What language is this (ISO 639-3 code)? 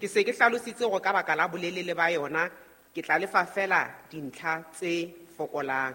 sot